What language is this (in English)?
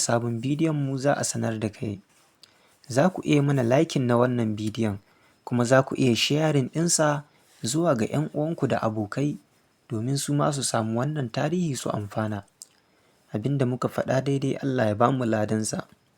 Hausa